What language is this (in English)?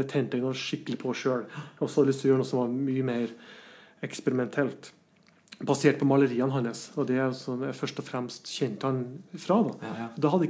Norwegian